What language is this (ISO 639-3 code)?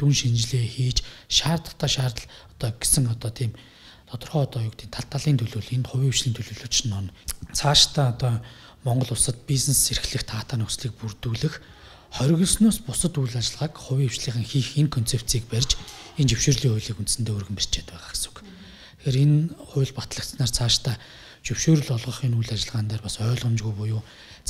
mon